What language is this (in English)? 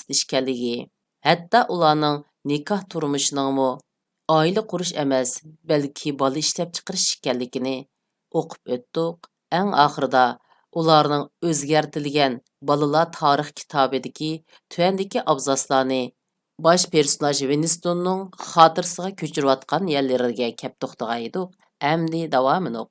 Uyghur